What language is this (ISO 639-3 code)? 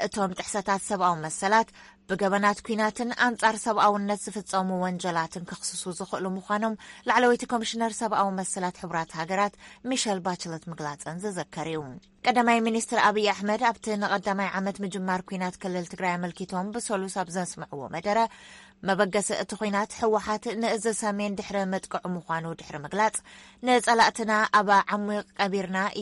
tir